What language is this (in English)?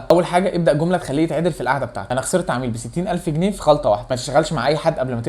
Egyptian Arabic